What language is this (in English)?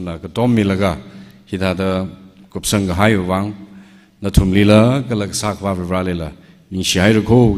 Tangkhul Naga (India)